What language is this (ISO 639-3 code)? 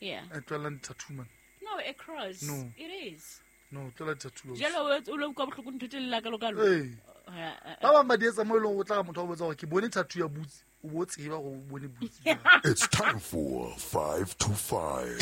sot